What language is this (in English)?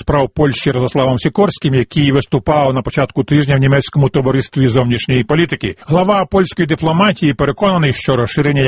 Ukrainian